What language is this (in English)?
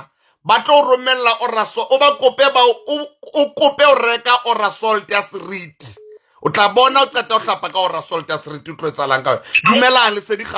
Southern Sotho